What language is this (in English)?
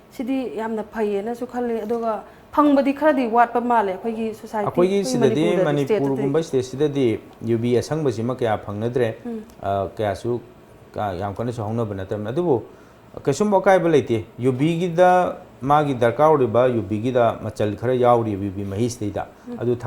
Manipuri